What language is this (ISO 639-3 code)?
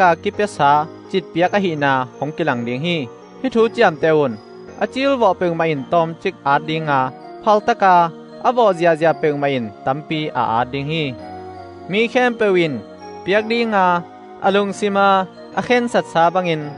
ctd